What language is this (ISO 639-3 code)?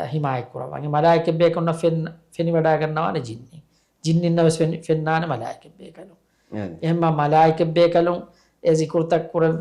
div